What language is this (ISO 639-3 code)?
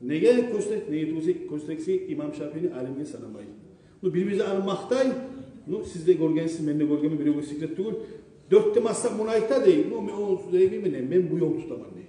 kum